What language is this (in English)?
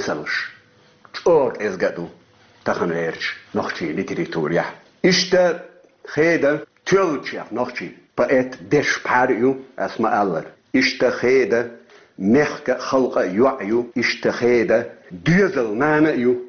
Chechen